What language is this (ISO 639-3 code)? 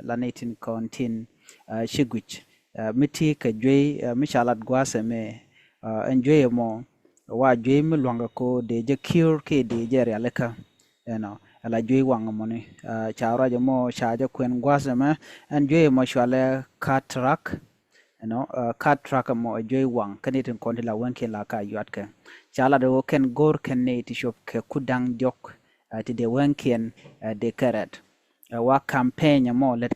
nus